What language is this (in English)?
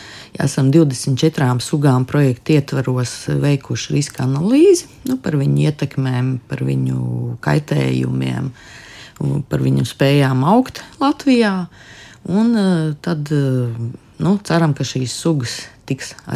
Latvian